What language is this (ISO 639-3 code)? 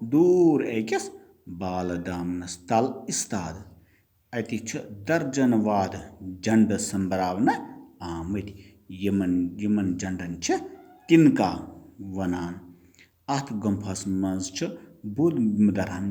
kas